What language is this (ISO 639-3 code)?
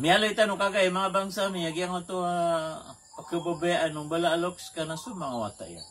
mrw